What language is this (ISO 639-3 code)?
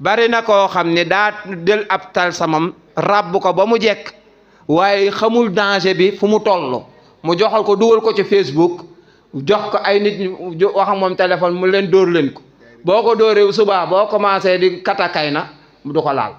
wol